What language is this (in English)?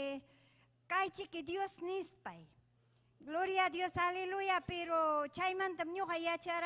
Ayacucho Quechua